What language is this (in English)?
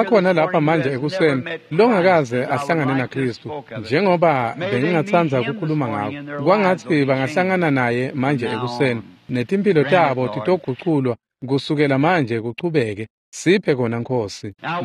Swati